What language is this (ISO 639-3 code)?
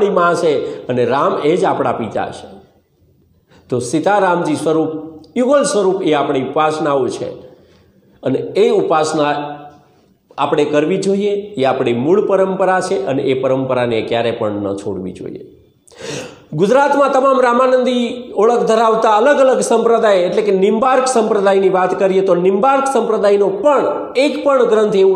guj